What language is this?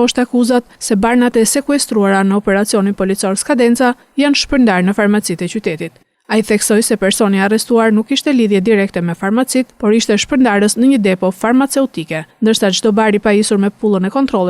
Albanian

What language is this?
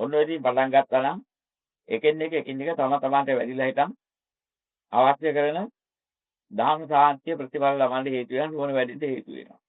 Sinhala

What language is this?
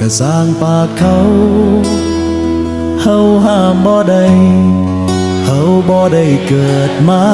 Lao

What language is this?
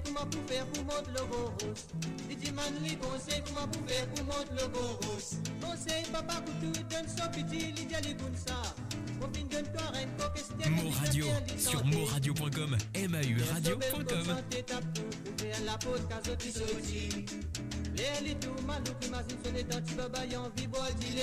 Morisyen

